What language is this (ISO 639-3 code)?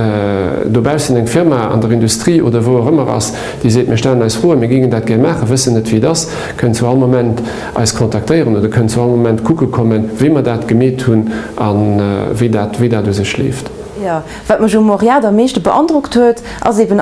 ltz